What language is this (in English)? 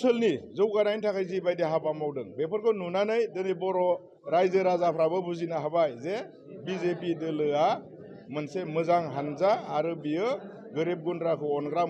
Bodo